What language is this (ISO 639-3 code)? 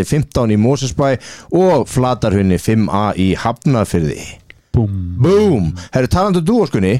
isl